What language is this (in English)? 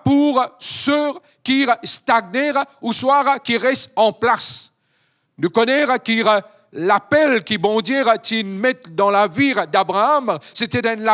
Morisyen